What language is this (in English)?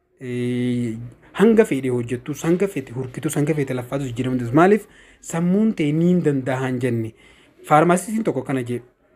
Oromo